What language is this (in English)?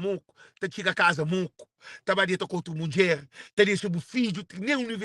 Kabuverdianu